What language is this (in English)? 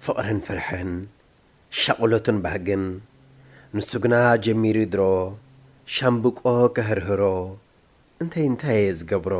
Tigrinya